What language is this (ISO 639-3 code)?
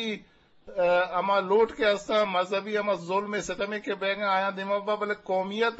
bgp